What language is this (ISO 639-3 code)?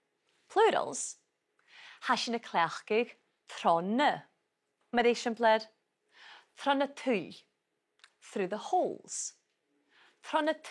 gla